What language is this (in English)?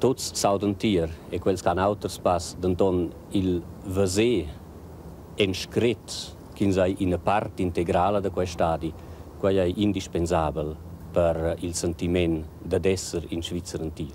Romansh